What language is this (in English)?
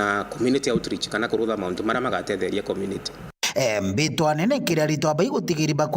Meru